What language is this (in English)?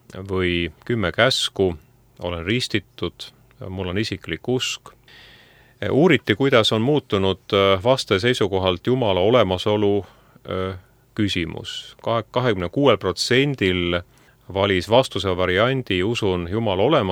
Estonian